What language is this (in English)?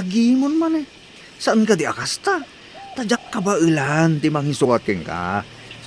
Iloko